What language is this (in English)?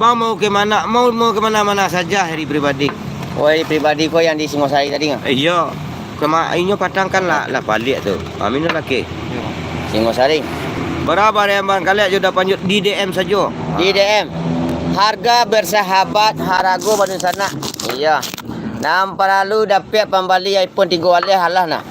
Minangkabau